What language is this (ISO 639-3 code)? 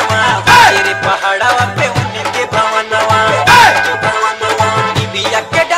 bho